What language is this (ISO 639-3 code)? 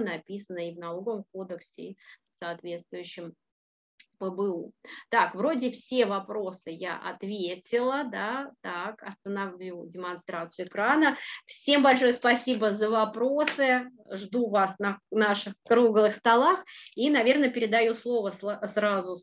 rus